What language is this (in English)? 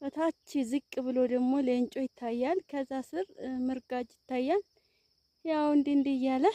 Amharic